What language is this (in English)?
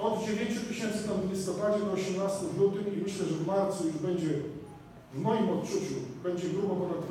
Polish